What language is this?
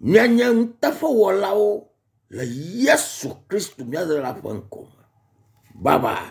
Ewe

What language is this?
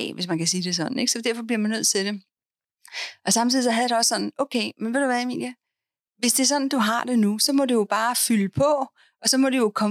Danish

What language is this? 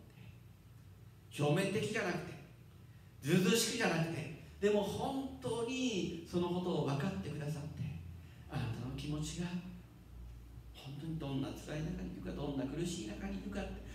Japanese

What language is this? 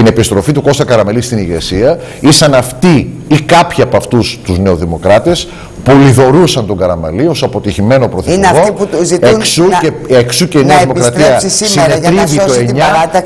Greek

